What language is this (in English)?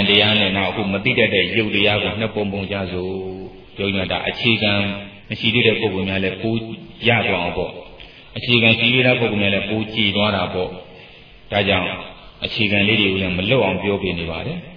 Burmese